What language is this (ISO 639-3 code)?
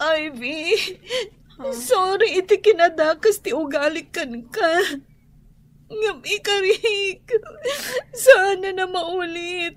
ilo